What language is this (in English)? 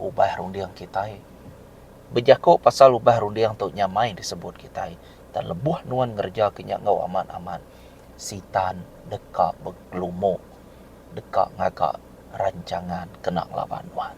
Iban